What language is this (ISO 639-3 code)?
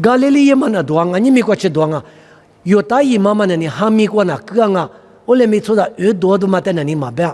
lis